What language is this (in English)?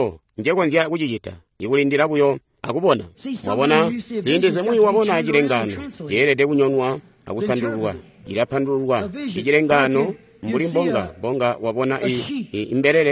Tonga (Zambia)